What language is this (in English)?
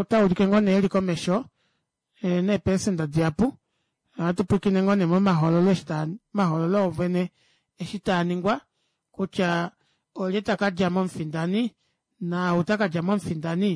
Kuanyama